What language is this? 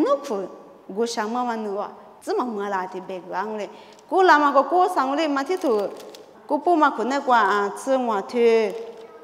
Lisu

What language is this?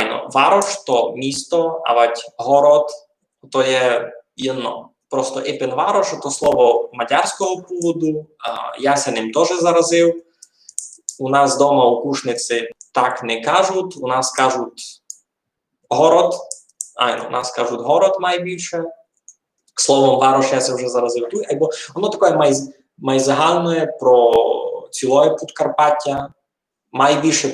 Rusyn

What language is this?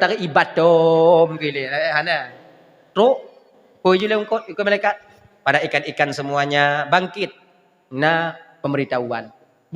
Achinese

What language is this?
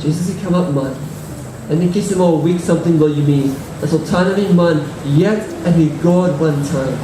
Tok Pisin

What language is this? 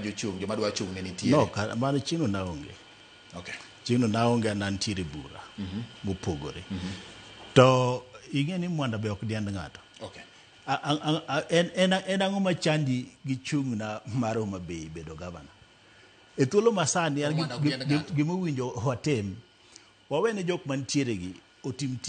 Luo (Kenya and Tanzania)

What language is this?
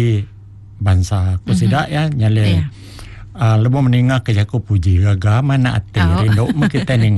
Iban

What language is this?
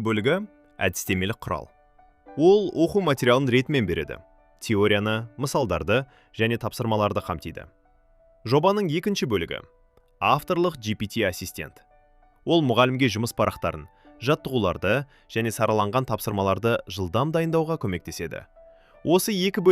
Kazakh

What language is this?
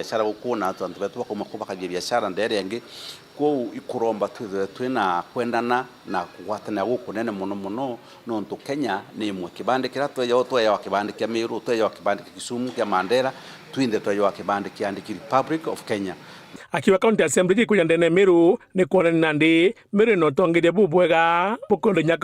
Meru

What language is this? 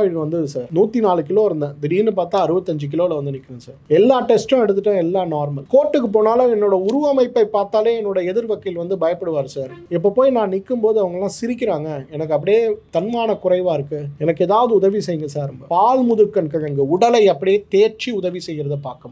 Tamil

